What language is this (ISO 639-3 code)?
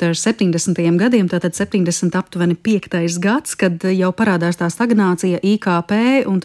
lav